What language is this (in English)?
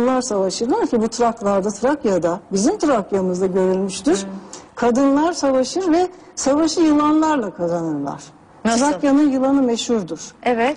Turkish